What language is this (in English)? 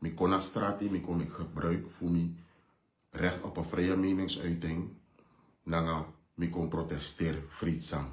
Sranan Tongo